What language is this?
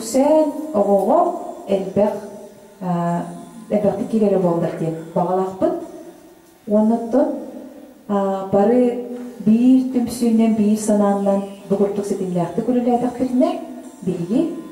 Yakut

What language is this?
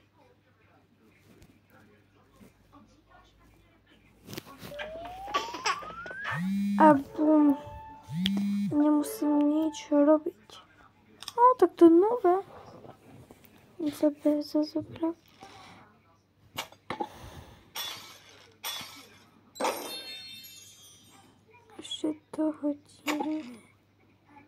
Slovak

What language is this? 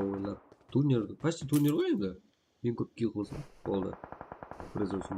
Kara-Kalpak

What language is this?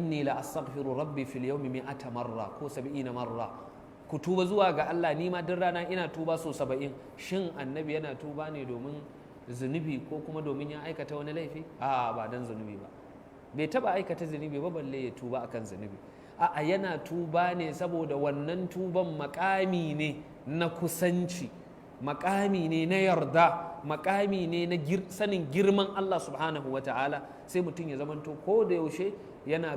Hausa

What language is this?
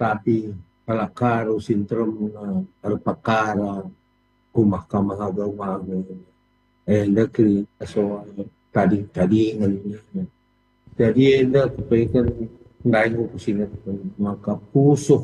Batak Karo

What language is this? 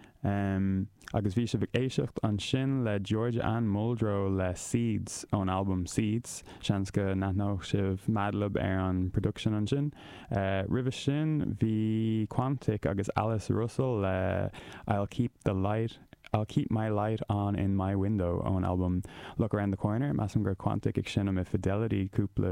Irish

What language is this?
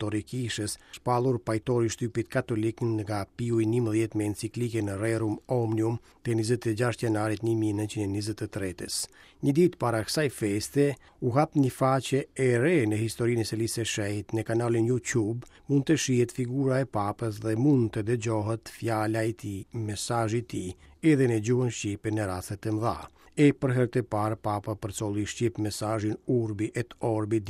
Albanian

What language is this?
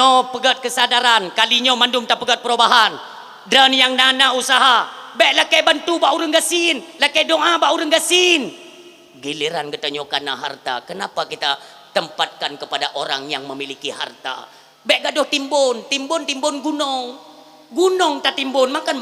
Achinese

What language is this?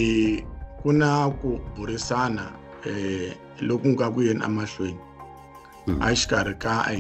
Tsonga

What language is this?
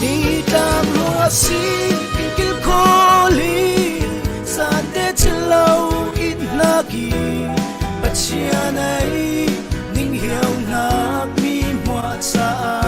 Falam Chin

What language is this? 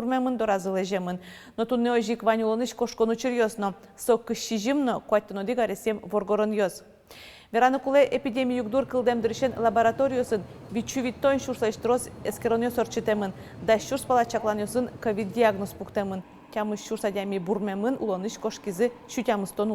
Udmurt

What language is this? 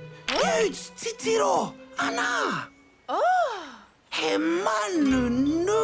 Māori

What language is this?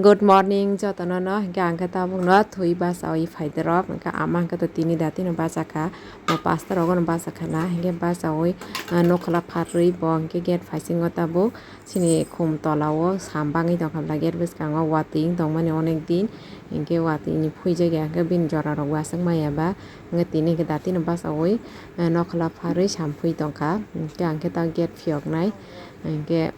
Kok Borok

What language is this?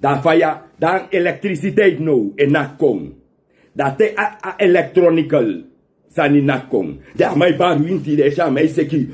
Sranan Tongo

